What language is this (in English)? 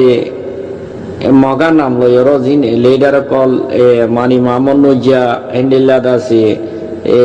Rohingya